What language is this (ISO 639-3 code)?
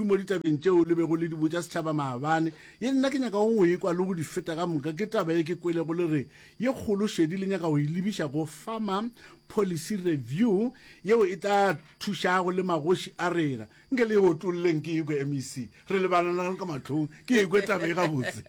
nso